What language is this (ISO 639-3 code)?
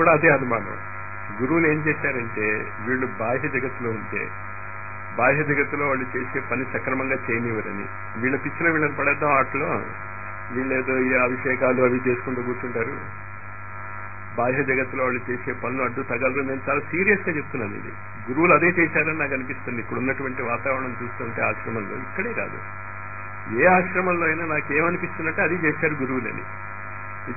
tel